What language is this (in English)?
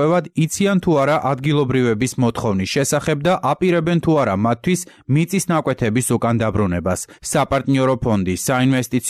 Georgian